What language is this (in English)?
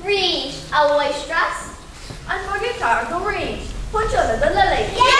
Irish